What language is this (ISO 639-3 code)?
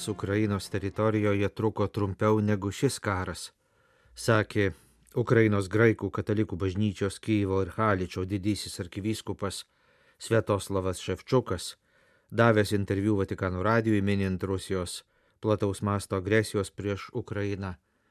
lit